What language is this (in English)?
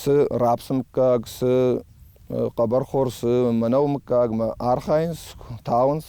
Ossetic